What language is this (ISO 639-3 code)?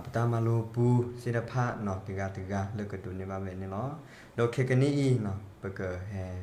ksw